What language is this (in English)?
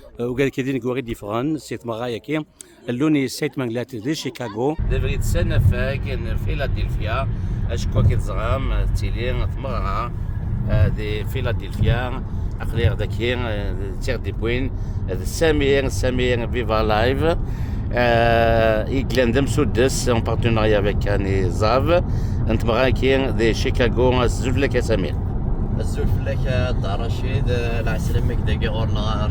Kabyle